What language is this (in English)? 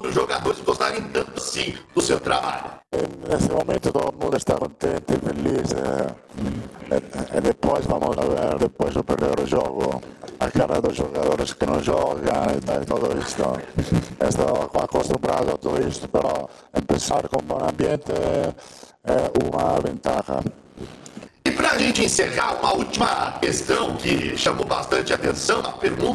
Portuguese